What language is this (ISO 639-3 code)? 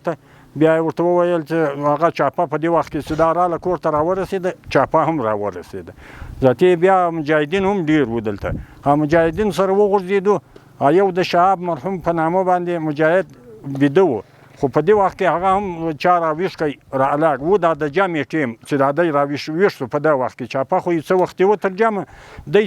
pus